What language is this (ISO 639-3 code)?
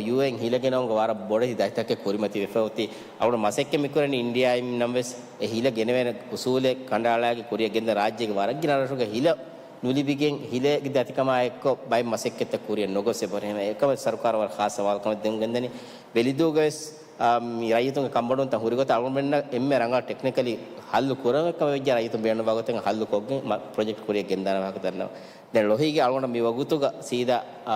div